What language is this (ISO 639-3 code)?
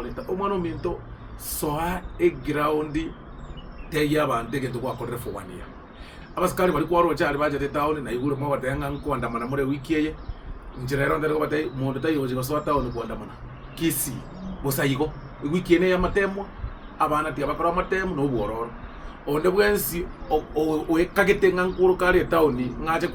guz